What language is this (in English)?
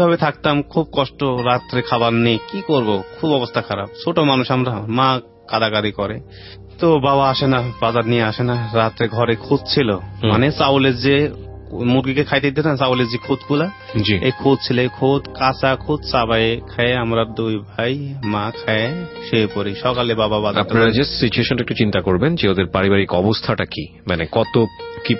Bangla